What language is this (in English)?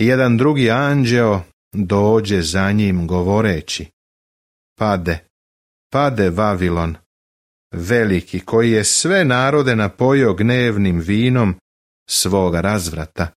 Serbian